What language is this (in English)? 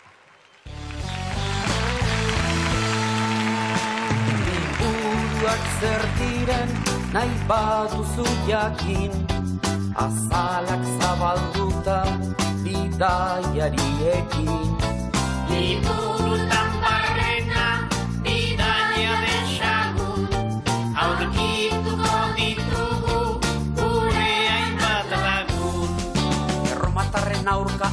Basque